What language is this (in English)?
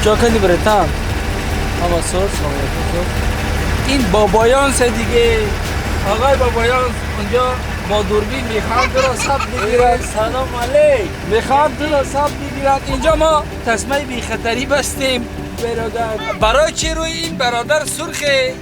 Tajik